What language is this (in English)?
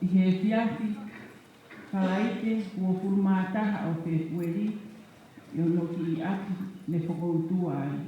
Tongan